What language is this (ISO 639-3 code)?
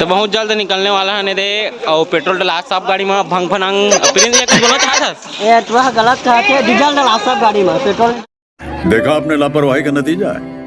hne